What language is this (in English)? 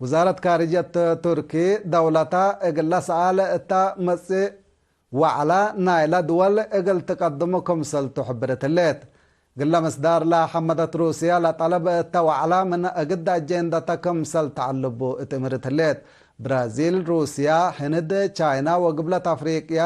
Tigre